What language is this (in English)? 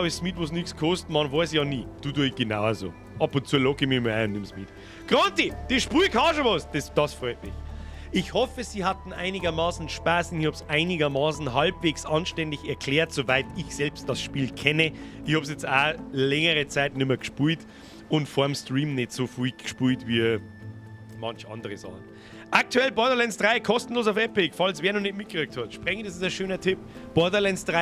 Bavarian